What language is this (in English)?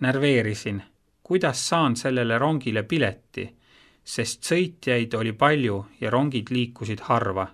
Estonian